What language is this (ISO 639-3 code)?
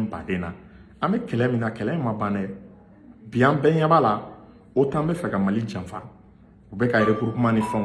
bam